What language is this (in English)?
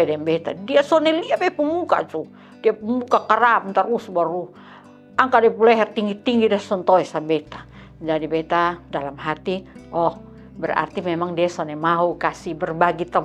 Kupang Malay